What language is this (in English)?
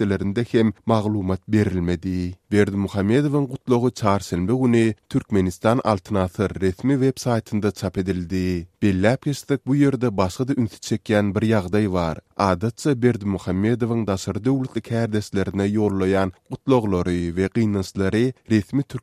Turkmen